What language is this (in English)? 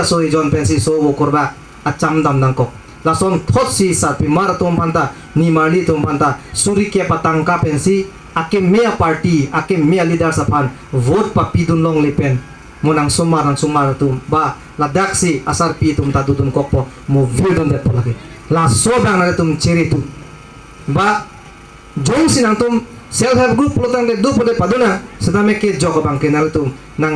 Karbi